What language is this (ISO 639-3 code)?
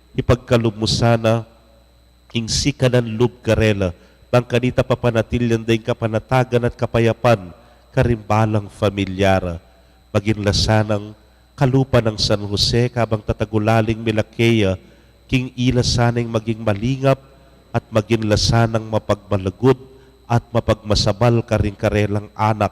pam